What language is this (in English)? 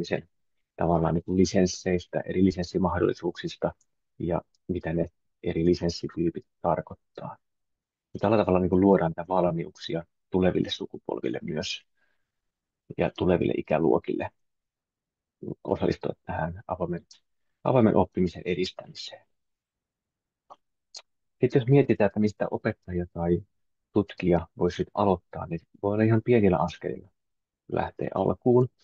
Finnish